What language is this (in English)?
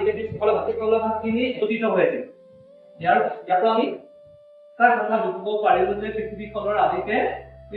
Assamese